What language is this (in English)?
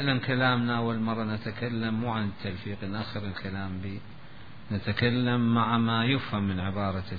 Mesopotamian Arabic